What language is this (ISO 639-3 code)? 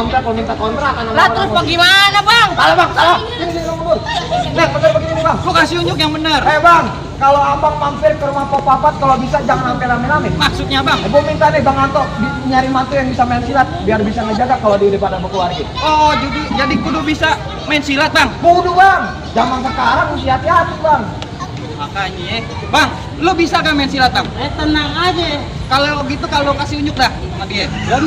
bew